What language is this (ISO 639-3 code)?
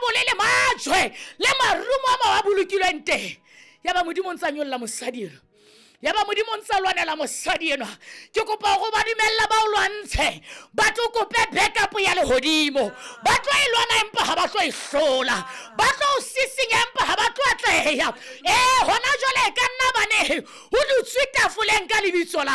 sot